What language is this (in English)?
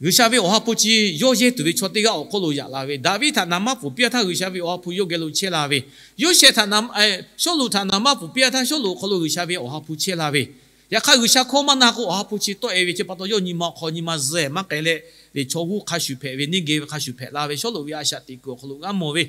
Lahu